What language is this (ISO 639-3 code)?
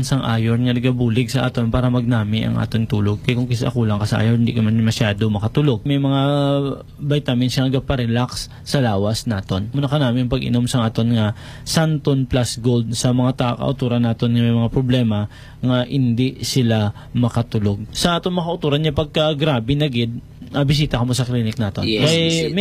hil